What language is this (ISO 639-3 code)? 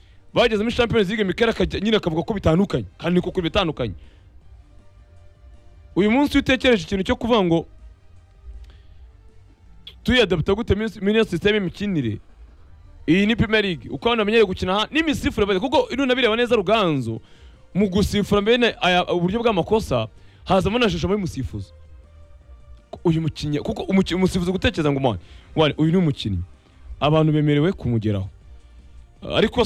kin